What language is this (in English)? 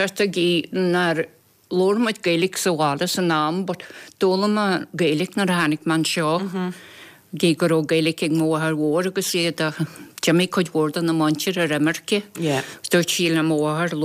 Irish